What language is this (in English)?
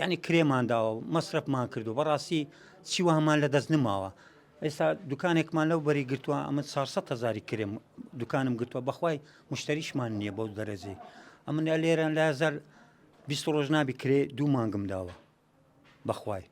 Central Kurdish